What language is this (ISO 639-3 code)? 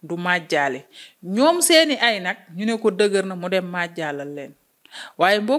wol